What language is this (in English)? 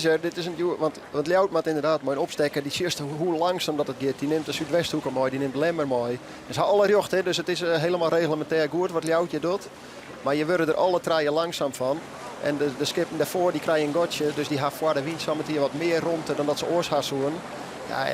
Western Frisian